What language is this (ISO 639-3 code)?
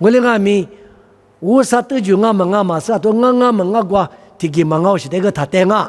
lis